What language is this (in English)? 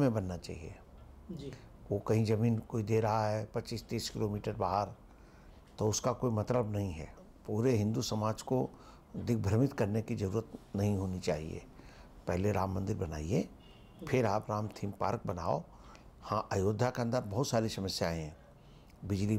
Hindi